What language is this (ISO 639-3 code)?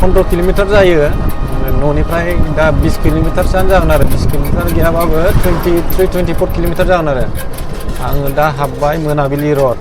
brx